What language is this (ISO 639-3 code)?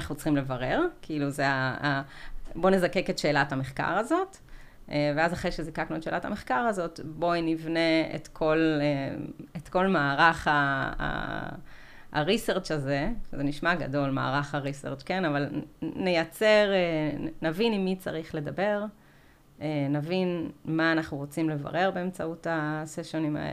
heb